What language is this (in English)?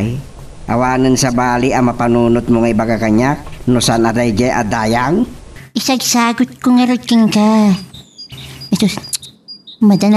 Iloko